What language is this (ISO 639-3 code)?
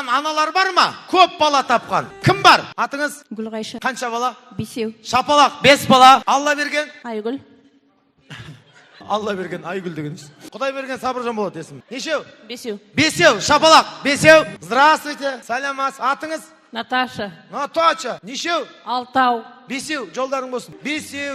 kaz